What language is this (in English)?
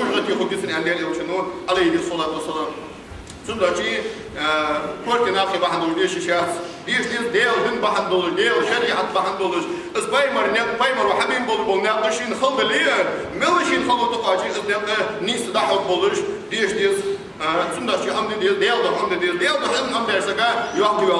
Ingush